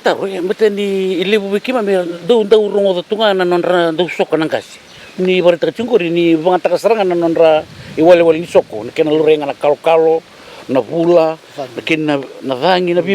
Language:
Fijian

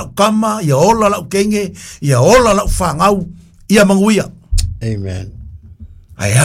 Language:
Samoan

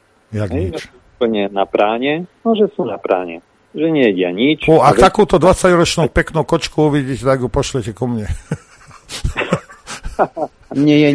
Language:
Slovak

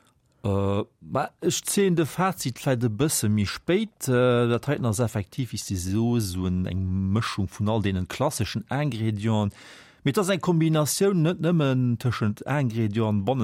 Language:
Luxembourgish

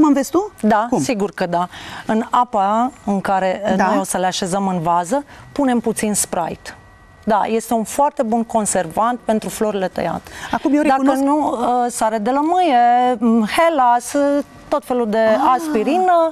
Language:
Romanian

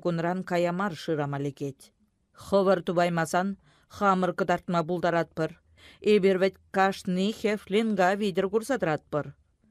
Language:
Chuvash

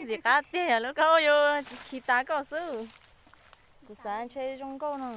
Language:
Hmong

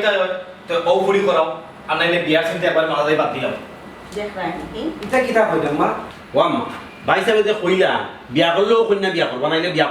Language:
Sylheti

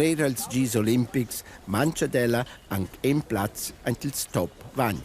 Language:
Romansh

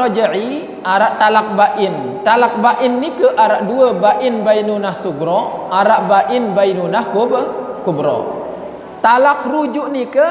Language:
Sasak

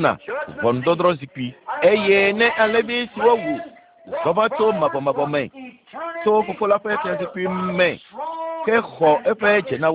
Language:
Ewe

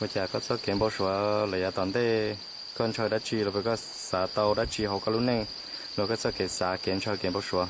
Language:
Hmong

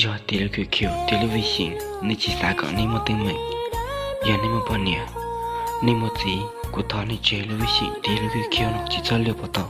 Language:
Hmong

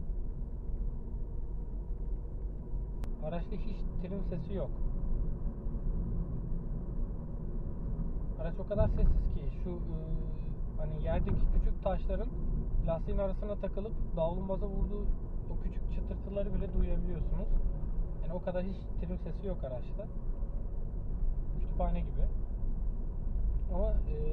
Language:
Turkish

